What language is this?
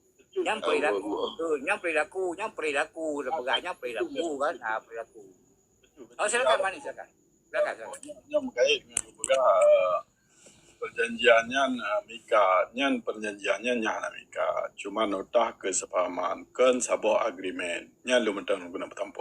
Achinese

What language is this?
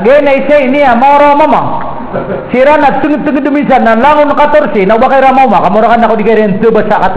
Maranao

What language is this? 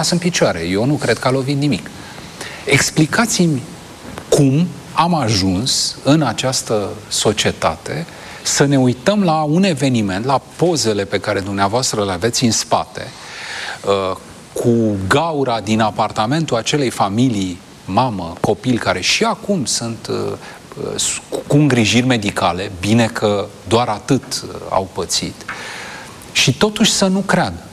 Romanian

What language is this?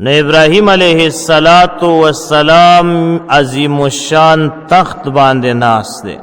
Pashto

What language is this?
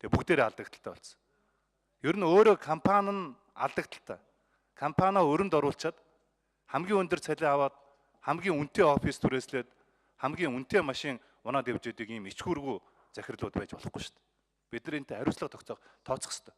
Mongolian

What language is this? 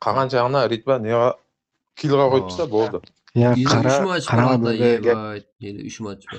Kara-Kalpak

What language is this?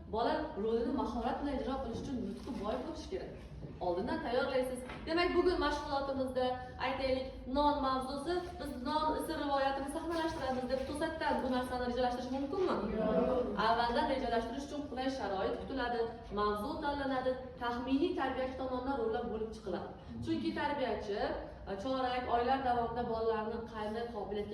Uzbek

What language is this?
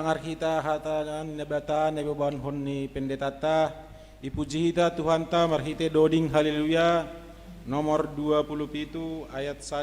Batak Simalungun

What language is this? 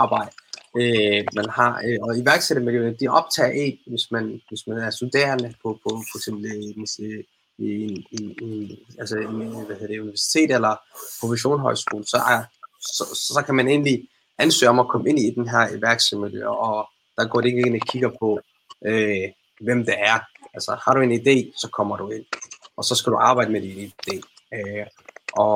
Danish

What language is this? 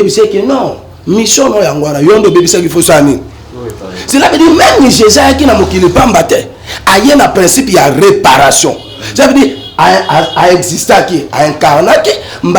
Lingala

